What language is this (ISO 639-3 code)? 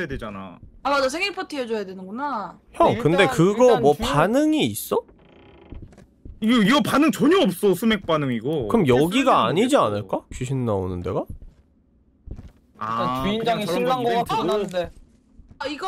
kor